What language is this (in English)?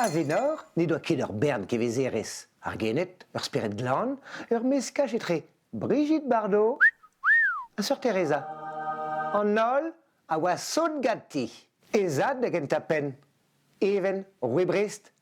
Breton